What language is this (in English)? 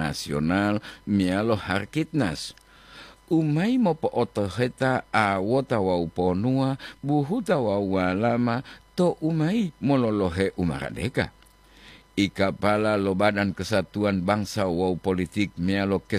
Gorontalo